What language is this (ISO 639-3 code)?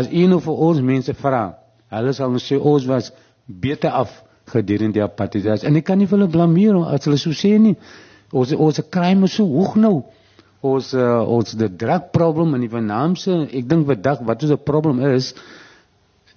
afr